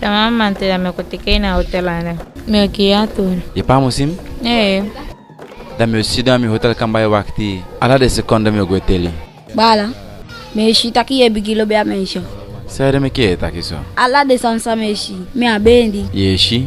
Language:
Eastern Maroon Creole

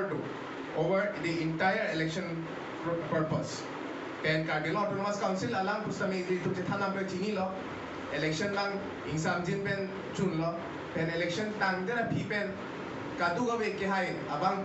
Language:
Karbi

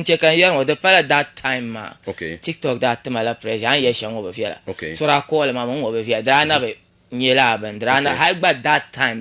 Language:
Dagbani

